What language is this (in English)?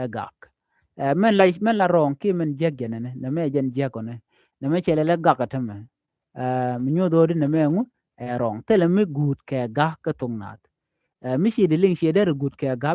Nuer